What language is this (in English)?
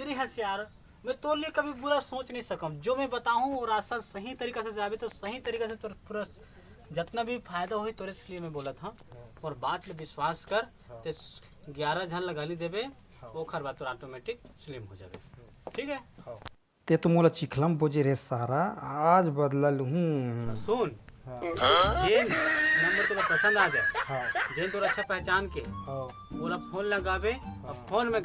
Chhattisgarhi